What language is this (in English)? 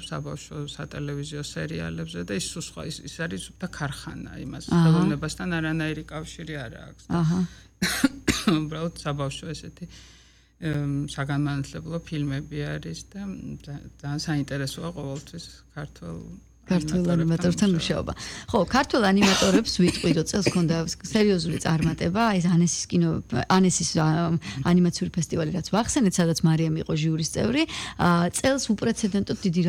Georgian